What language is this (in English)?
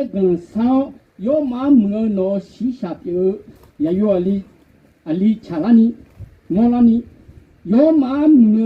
Akha